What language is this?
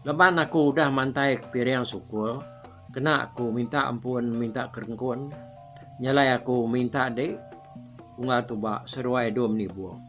Iban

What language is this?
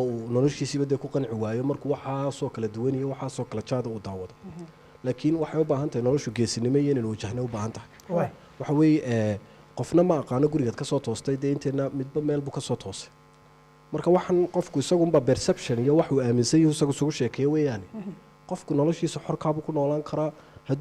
Somali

